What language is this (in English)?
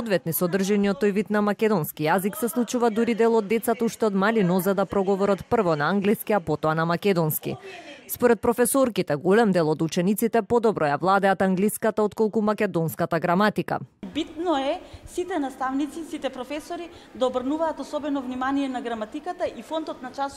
Macedonian